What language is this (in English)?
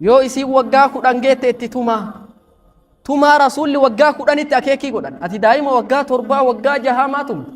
Oromo